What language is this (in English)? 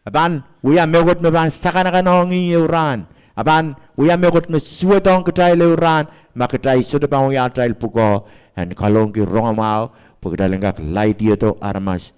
Pohnpeian